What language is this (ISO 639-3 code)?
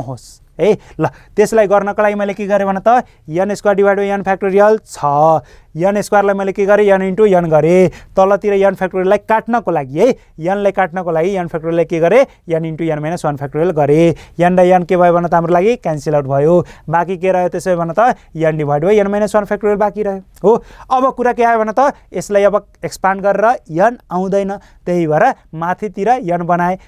nep